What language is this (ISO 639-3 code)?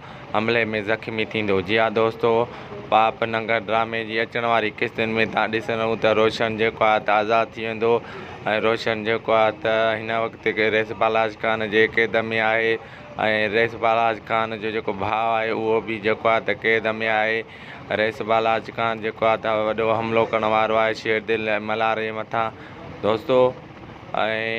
snd